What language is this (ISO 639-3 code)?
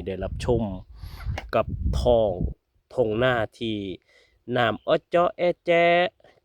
tts